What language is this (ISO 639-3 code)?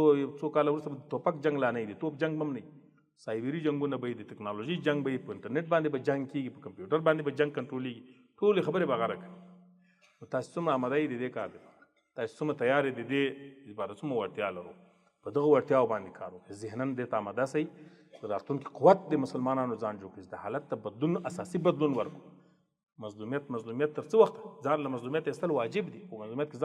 pus